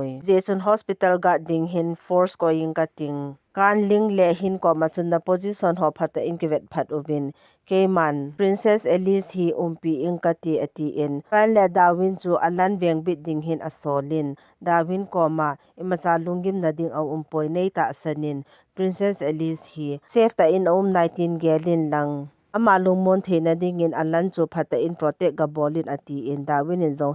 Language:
Thado Chin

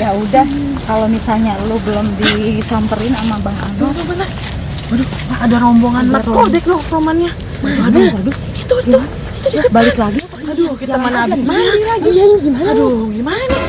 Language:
Betawi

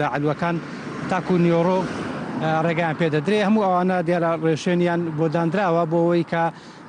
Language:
Central Kurdish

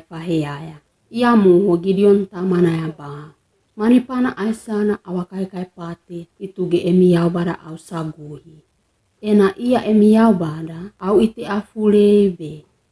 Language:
Wagawaga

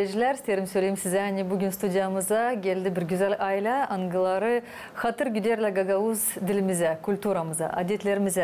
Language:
Gagauz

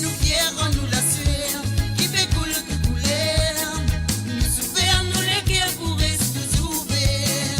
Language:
Morisyen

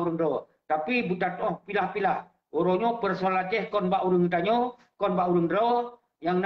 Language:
Achinese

